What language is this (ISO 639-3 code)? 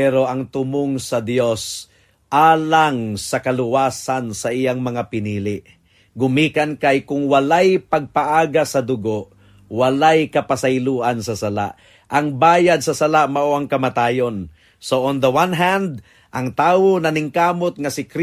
ceb